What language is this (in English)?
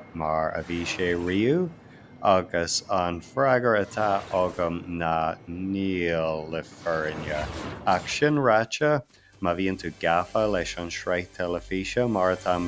Irish